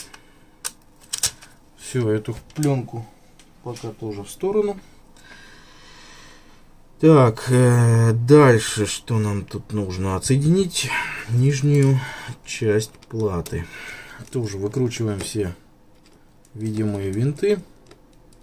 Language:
Russian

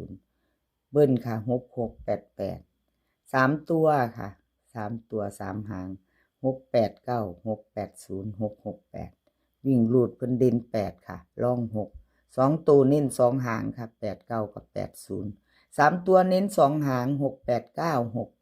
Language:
Northeastern Thai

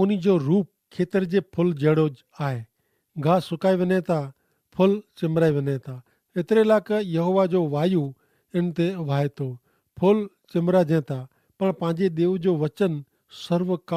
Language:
Kachhi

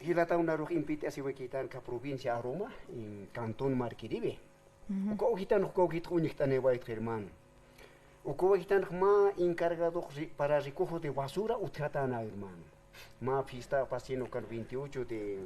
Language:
Aymara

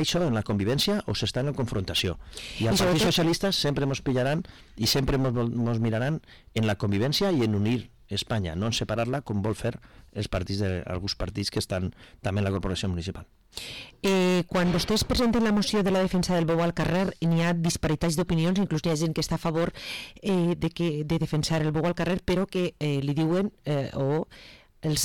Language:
Catalan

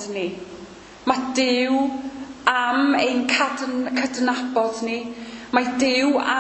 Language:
Welsh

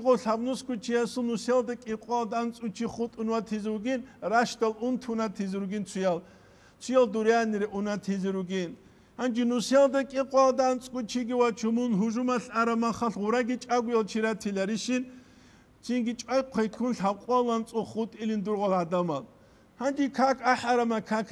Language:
Avaric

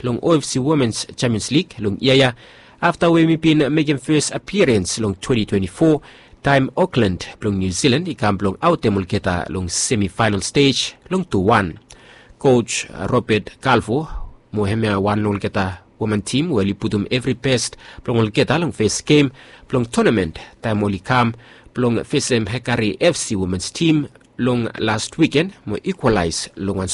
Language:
Bislama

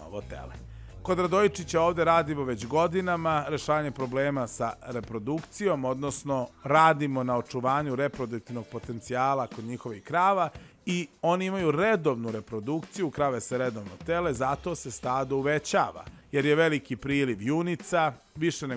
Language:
Serbian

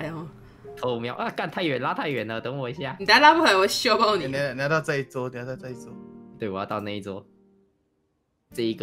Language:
Chinese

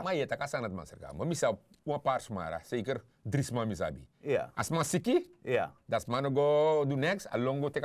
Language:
Sranan Tongo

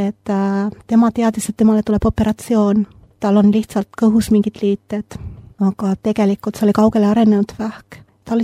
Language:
Estonian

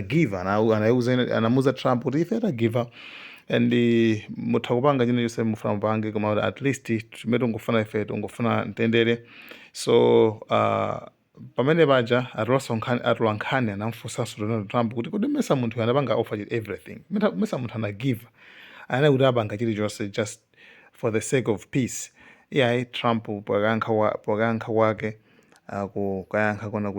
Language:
Nyanja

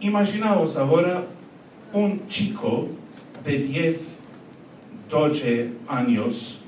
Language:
Ladino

